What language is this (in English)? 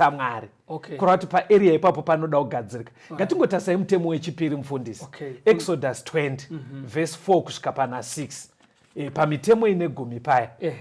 Shona